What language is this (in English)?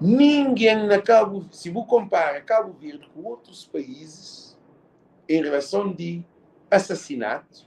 Kabuverdianu